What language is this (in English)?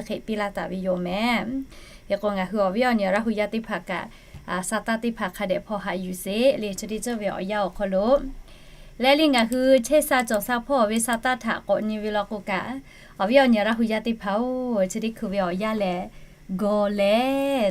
Lahu